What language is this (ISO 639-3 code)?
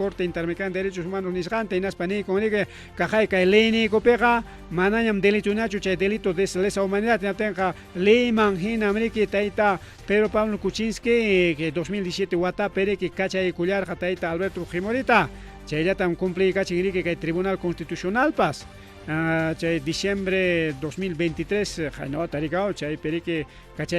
quy